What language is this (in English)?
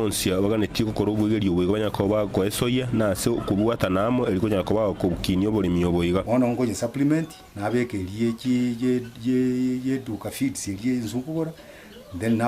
Gusii